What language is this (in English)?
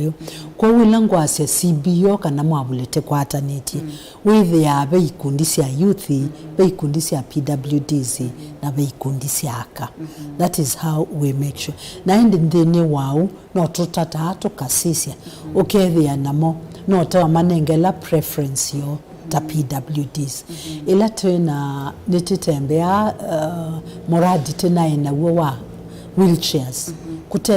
Kamba